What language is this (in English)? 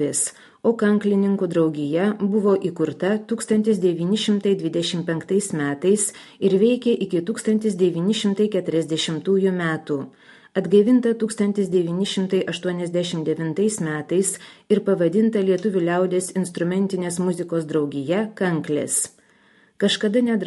Lithuanian